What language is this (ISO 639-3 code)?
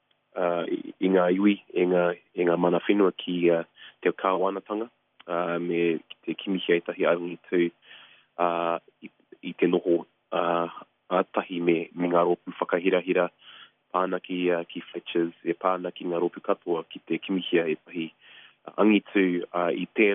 mri